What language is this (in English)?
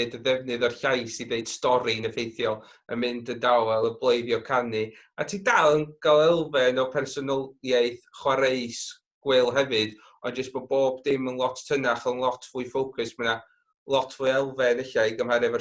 Welsh